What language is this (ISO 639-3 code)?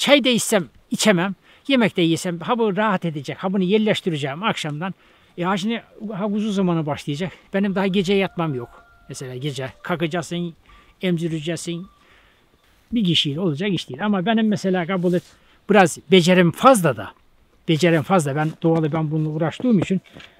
tur